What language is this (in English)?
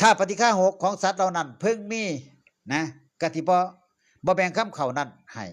Northeastern Thai